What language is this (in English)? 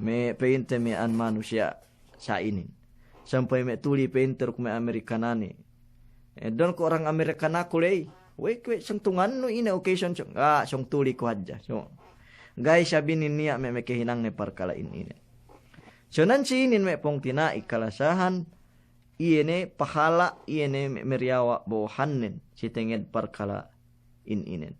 Yakan